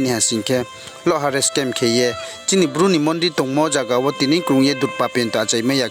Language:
Riang (India)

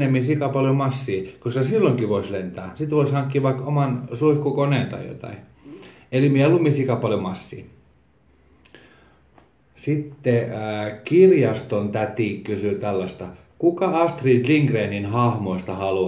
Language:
Finnish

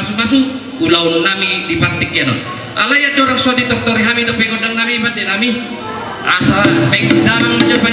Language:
Batak Toba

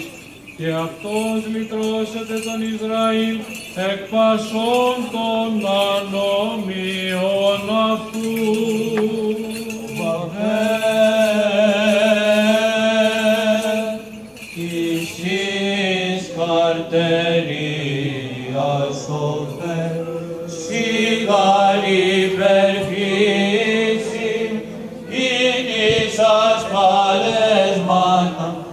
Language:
Greek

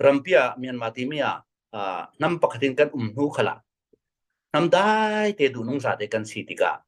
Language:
Falam Chin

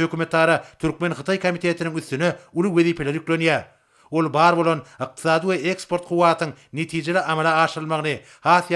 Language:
Turkmen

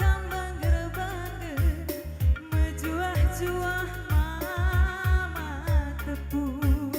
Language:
Batak Karo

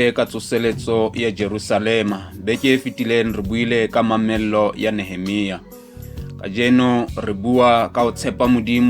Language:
Southern Sotho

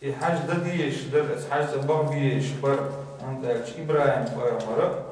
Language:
Chechen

